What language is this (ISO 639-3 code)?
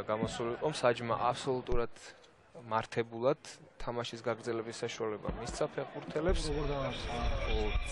kat